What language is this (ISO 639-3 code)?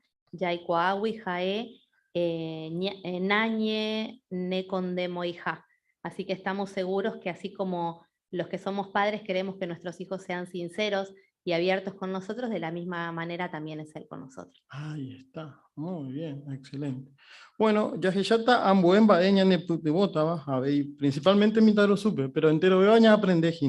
grn